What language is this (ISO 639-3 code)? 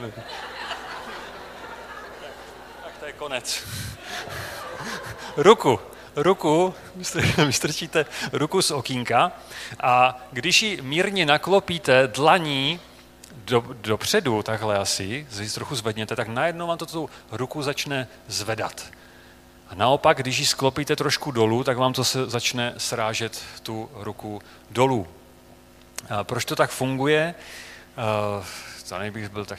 ces